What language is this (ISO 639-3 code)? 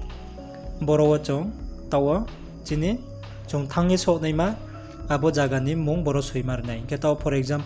ria